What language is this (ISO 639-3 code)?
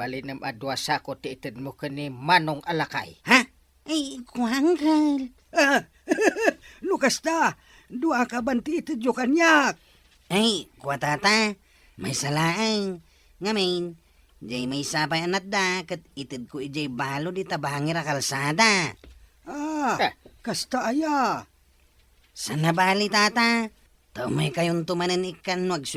ilo